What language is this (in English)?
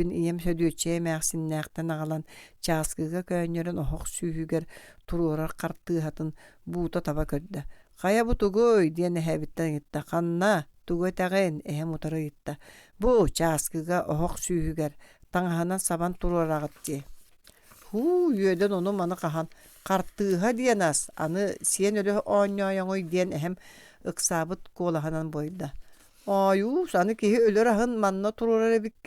Yakut